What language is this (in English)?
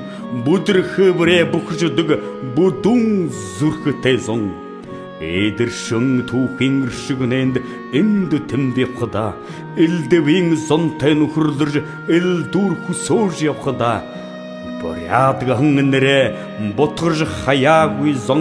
Buriat